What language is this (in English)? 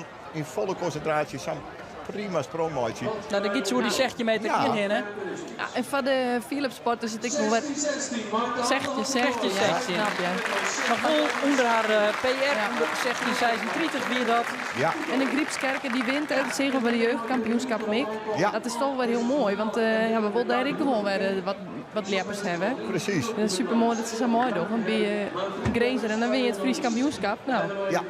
Western Frisian